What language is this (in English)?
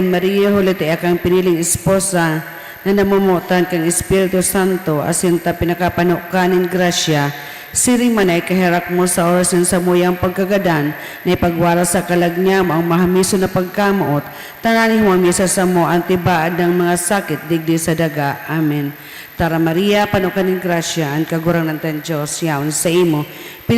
Bikol